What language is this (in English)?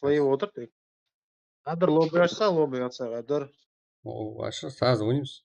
Kara-Kalpak